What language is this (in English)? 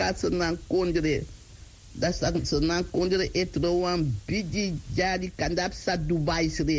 Sranan Tongo